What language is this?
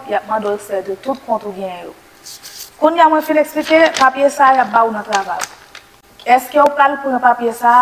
Haitian Creole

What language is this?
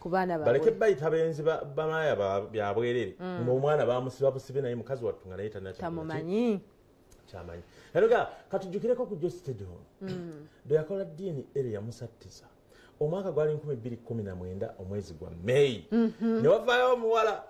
Ganda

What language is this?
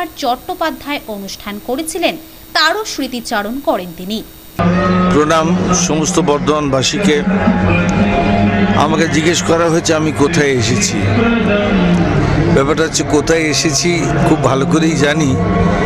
Bangla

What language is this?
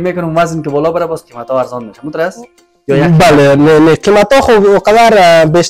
Persian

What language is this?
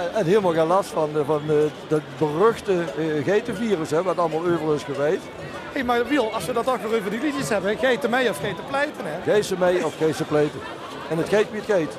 Limburgish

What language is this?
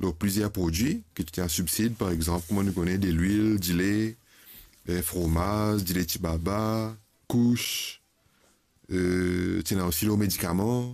Morisyen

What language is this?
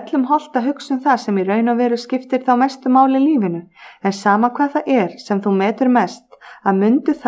Icelandic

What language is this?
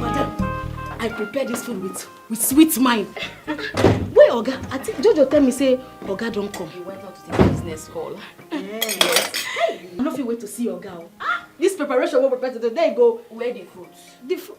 Nigerian Pidgin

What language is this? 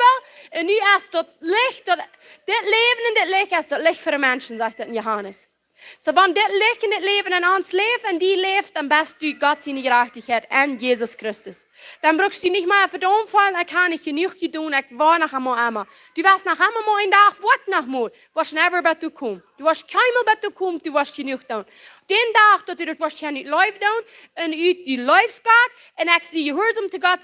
Plautdietsch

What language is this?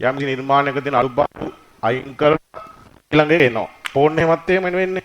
Sinhala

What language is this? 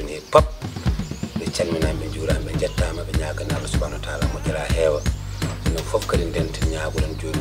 Fula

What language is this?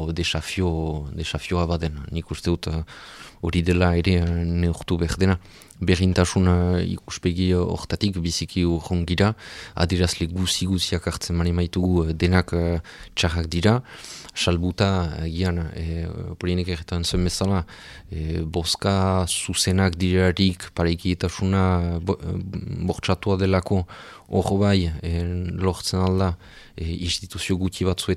Basque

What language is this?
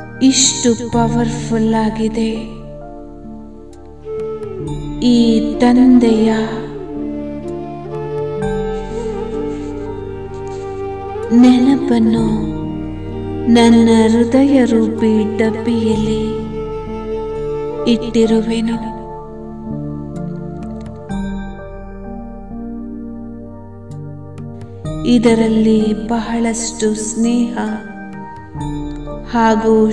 Kannada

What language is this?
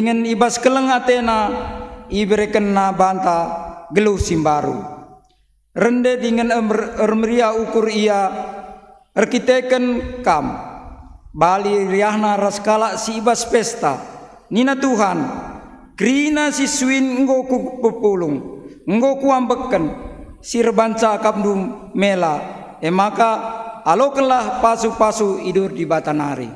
Batak Karo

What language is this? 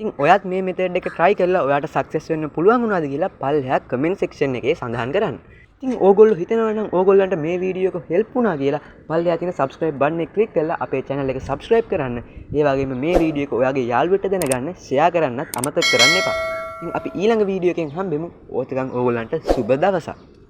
Sinhala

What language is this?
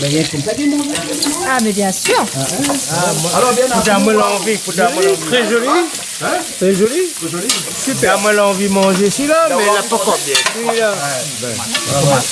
Réunion Creole French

